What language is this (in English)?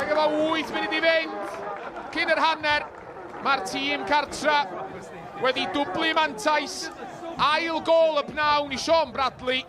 Welsh